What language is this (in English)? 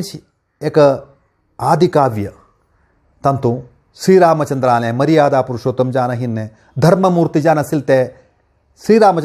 Konkani